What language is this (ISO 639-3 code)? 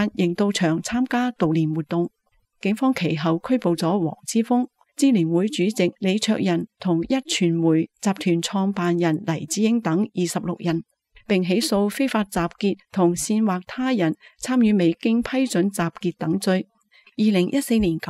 yue